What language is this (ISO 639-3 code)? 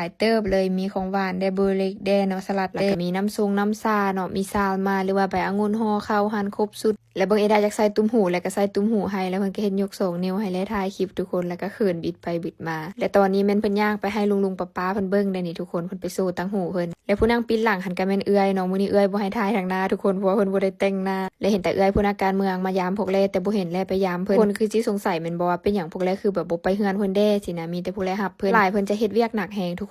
lao